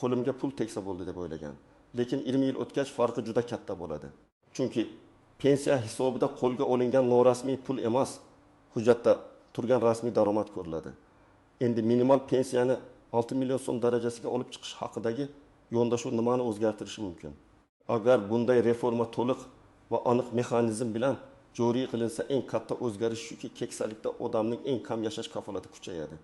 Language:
Uzbek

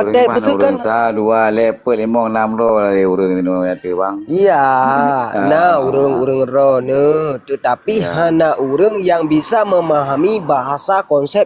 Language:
Achinese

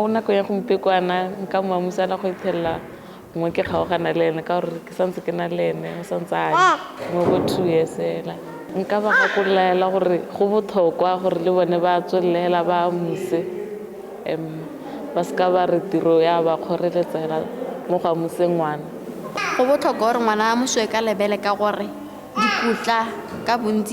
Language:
Tswana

